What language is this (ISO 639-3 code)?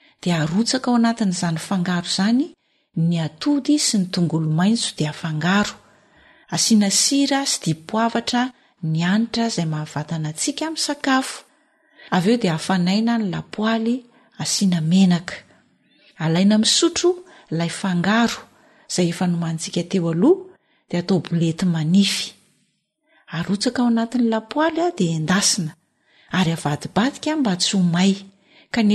mlg